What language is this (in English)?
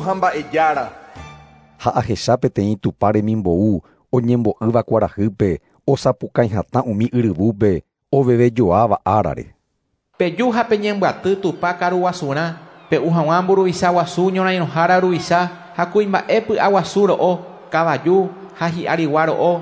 Guarani